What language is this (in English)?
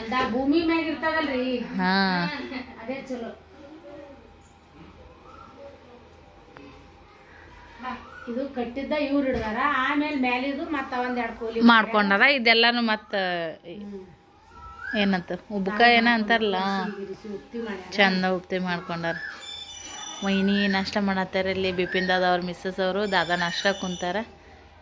Kannada